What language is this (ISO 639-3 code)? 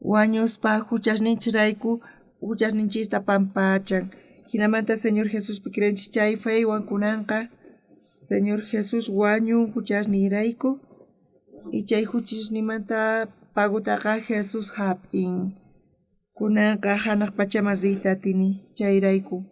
quh